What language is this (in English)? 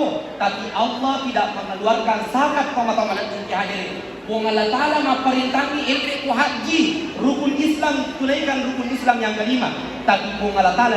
Buginese